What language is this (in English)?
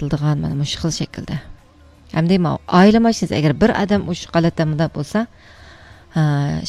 Uyghur